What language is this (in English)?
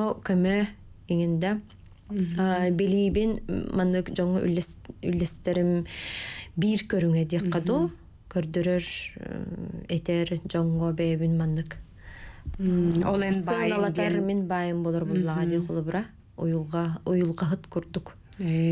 Yakut